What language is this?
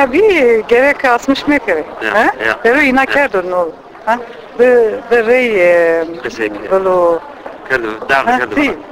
Zaza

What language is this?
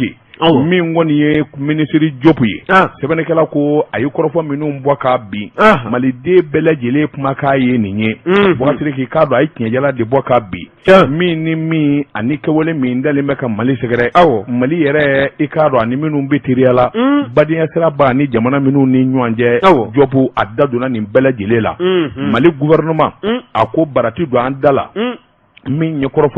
Bambara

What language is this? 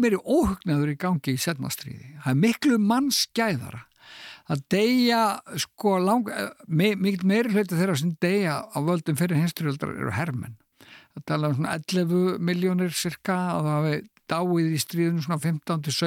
Icelandic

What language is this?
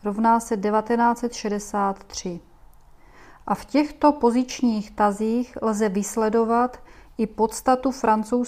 Czech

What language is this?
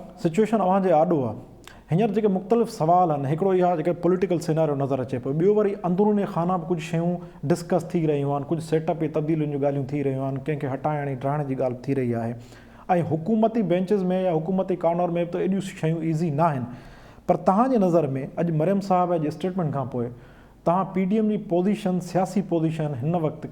Sindhi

